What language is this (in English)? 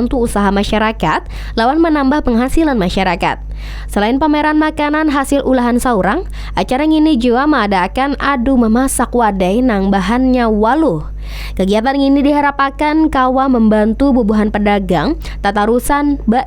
Banjar